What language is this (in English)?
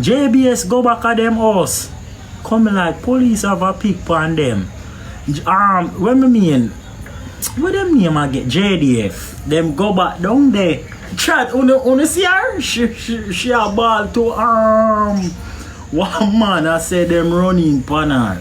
Jamaican Creole English